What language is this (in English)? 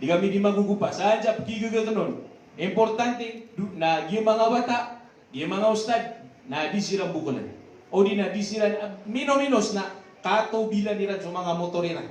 Maranao